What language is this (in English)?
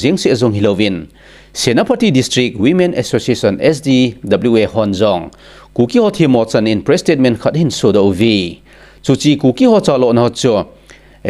Thado Chin